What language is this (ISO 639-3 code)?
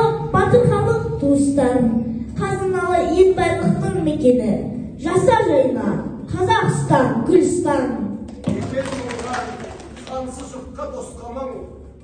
kaz